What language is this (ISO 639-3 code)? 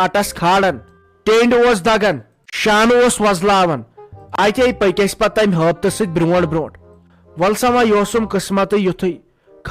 kas